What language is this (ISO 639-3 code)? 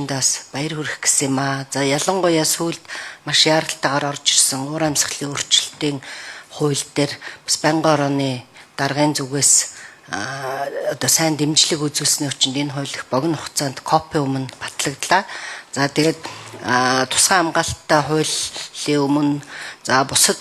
mon